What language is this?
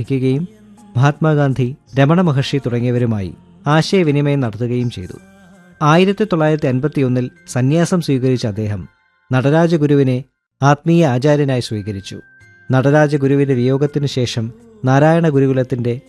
Malayalam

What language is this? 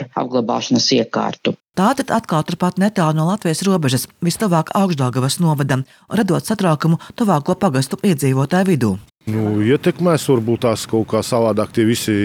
Latvian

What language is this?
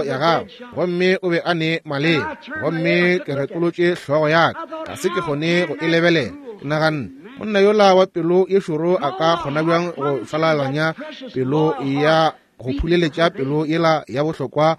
Northern Sotho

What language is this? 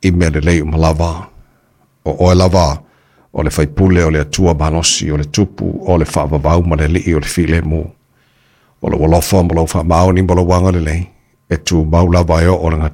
Samoan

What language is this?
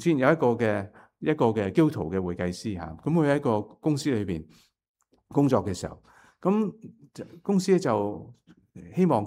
Cantonese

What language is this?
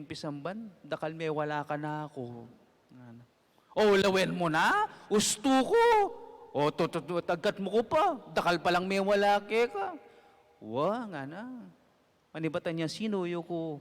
Pampanga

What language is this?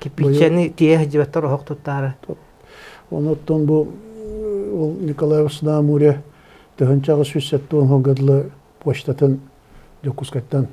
Yakut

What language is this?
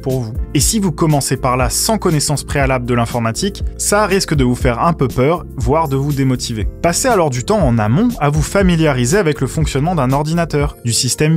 French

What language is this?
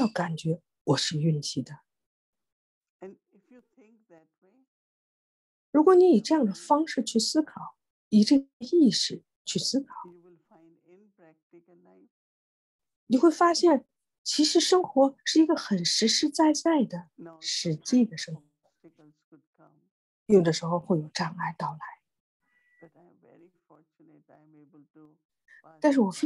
Chinese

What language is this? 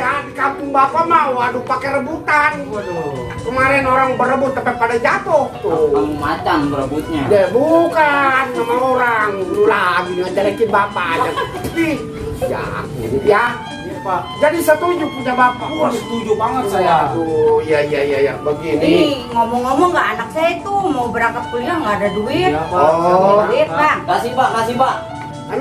Betawi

